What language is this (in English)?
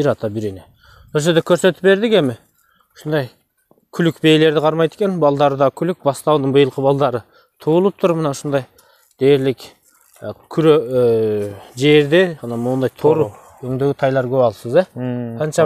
Kyrgyz